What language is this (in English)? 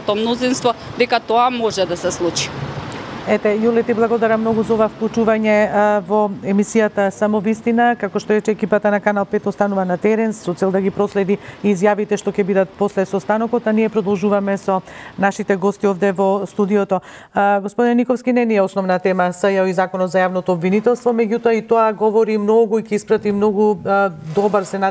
Macedonian